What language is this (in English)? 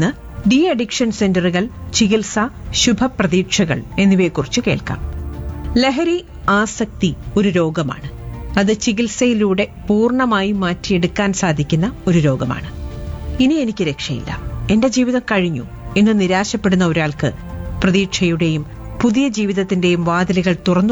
Malayalam